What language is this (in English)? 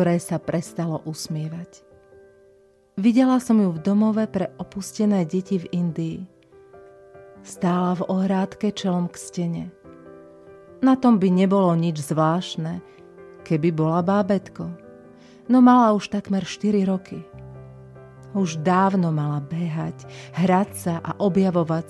Slovak